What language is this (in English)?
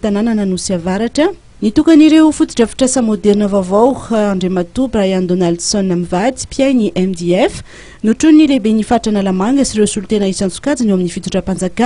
Malagasy